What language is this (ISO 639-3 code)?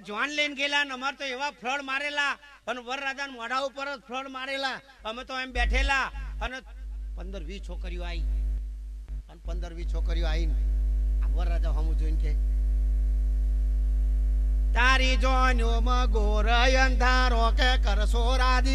guj